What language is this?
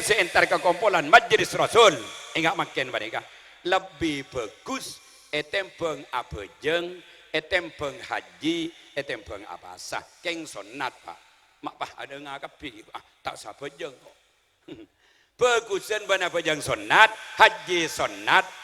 Madurese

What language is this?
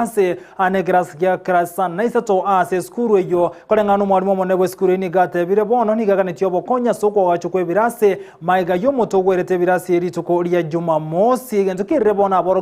Gusii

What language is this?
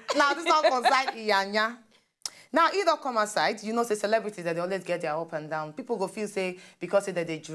Nigerian Pidgin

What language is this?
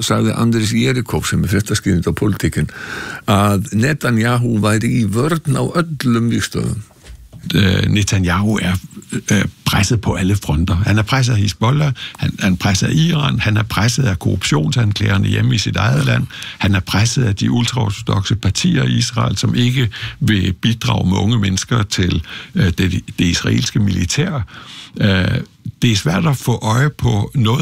Icelandic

